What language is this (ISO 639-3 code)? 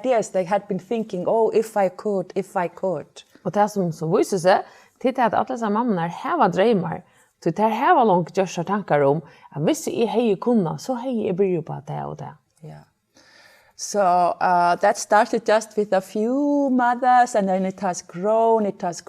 fao